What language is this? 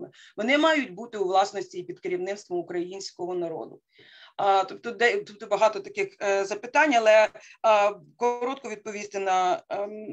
Ukrainian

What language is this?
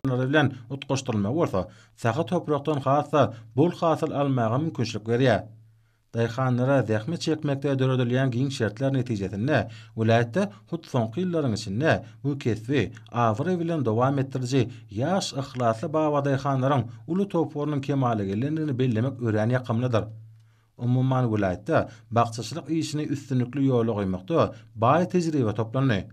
Turkmen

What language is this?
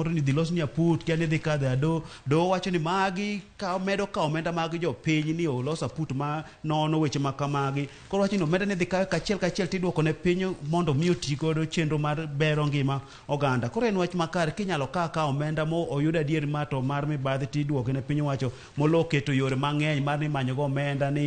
Luo (Kenya and Tanzania)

